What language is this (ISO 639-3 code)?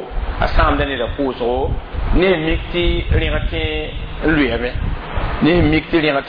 mos